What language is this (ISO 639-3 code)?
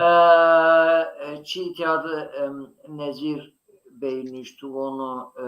zza